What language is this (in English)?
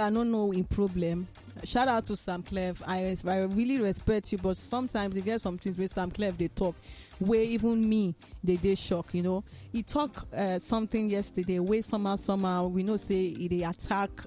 Nigerian Pidgin